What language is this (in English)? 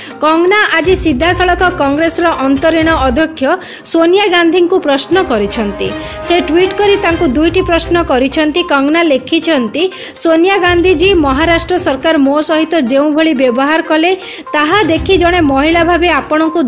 Odia